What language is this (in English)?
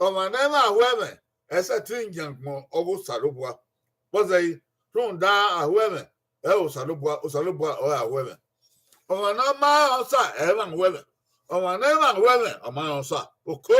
Bini